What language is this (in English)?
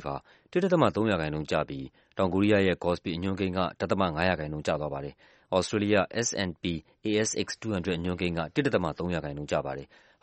Burmese